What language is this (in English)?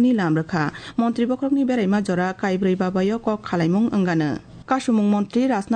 Kok Borok